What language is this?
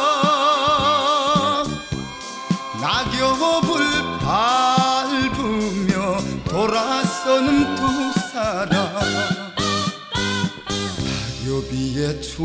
Korean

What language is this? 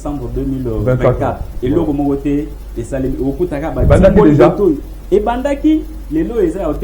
Lingala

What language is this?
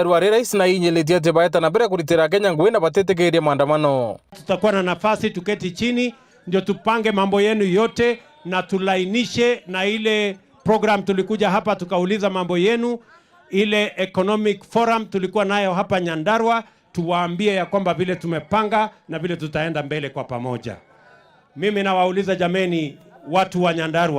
Meru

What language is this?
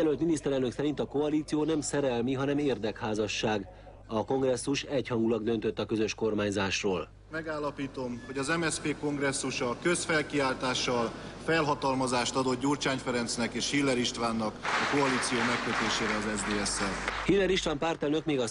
Hungarian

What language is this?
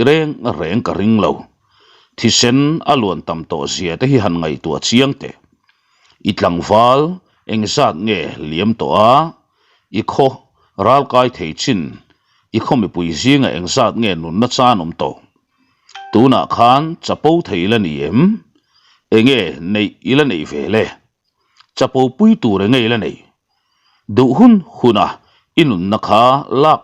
Mizo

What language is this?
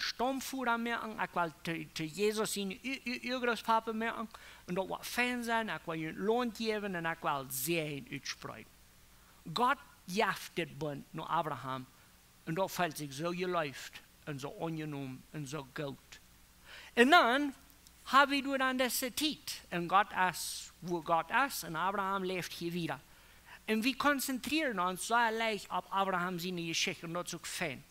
Plautdietsch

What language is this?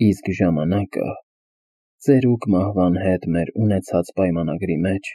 Armenian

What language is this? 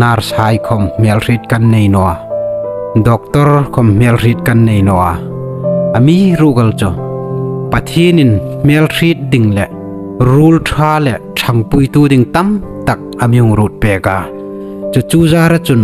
Hmar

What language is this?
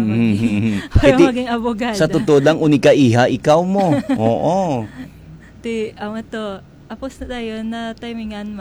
Hiligaynon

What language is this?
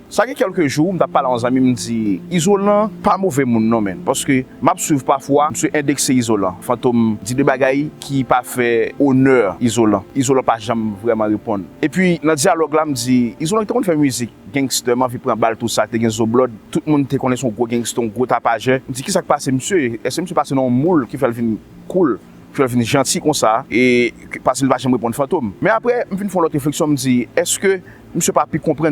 Haitian Creole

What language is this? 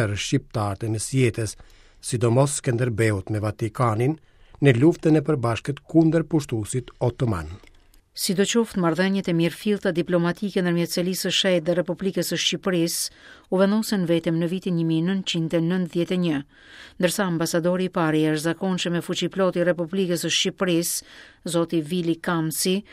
Albanian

